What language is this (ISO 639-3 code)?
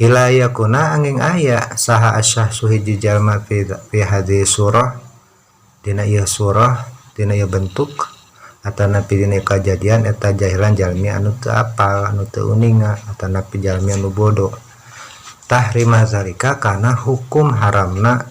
sun